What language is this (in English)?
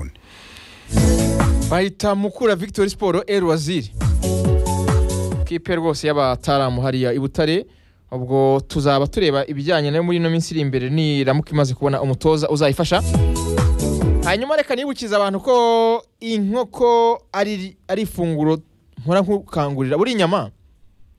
Kinyarwanda